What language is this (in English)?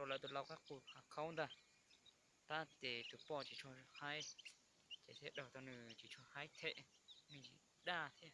Hmong